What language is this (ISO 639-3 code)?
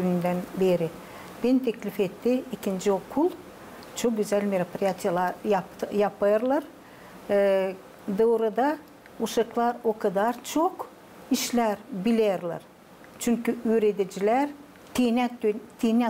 gag